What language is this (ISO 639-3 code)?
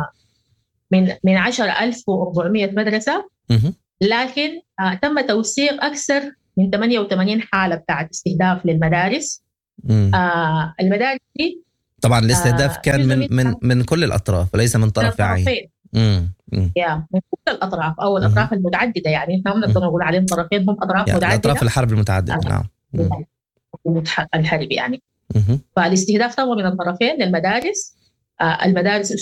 apd